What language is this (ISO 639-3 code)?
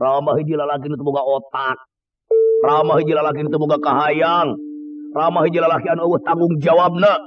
sun